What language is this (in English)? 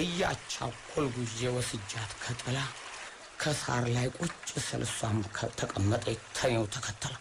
Amharic